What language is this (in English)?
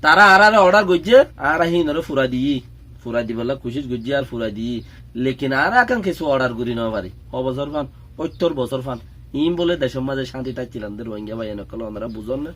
Rohingya